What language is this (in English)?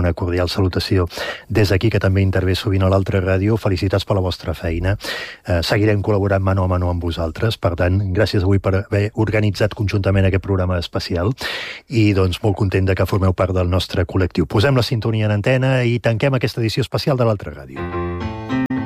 Catalan